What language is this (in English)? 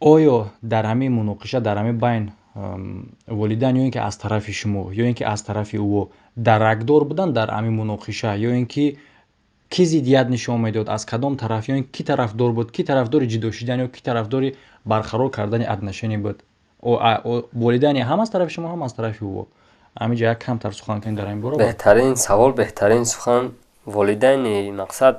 Tajik